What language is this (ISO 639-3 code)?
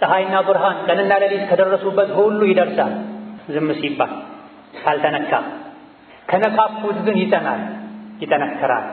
amh